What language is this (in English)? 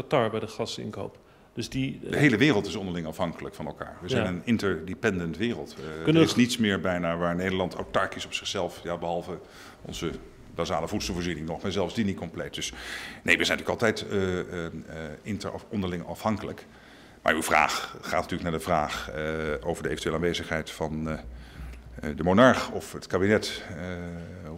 Dutch